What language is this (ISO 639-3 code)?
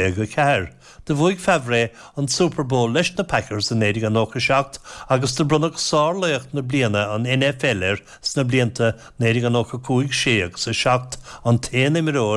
gle